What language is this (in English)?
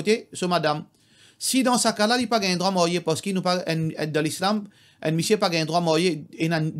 Morisyen